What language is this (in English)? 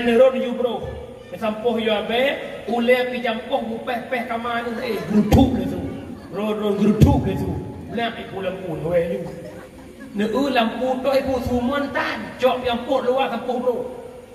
Achinese